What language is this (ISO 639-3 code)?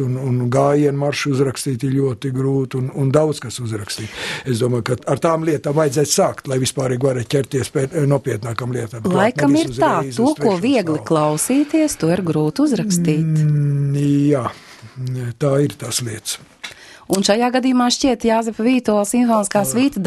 lav